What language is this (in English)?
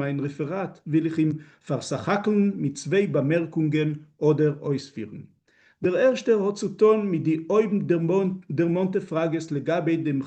Yiddish